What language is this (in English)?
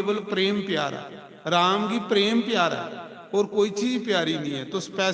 Dogri